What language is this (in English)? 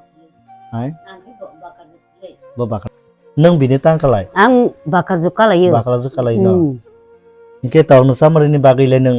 Kok Borok